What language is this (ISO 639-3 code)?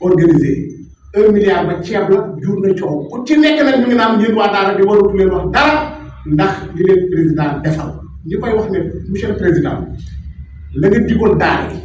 wol